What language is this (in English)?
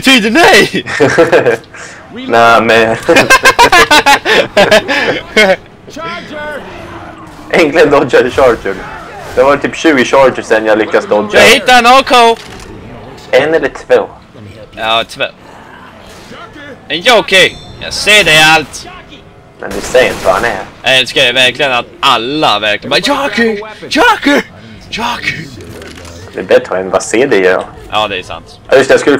Swedish